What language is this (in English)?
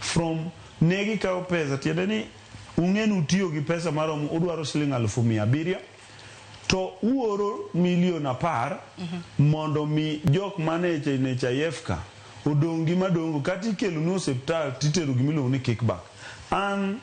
Luo (Kenya and Tanzania)